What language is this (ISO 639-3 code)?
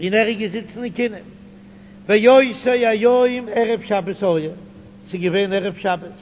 yid